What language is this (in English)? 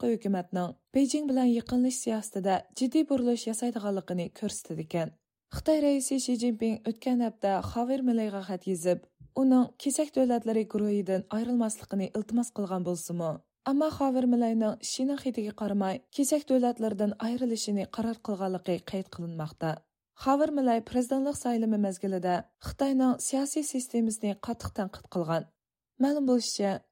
Uyghur